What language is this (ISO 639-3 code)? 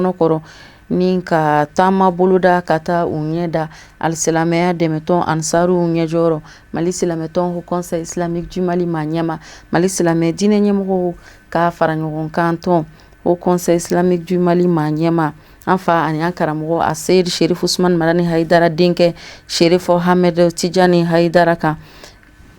bam